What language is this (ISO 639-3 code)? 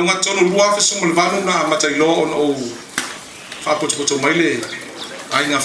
smo